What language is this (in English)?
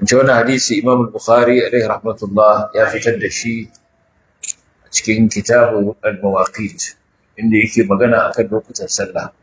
Hausa